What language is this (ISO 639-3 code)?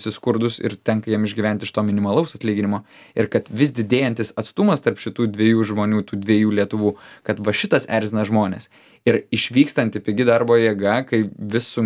lit